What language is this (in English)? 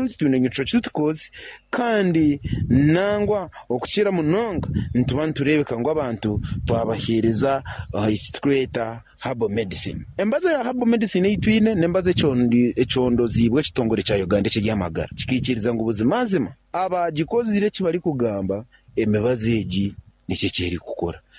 Nyankole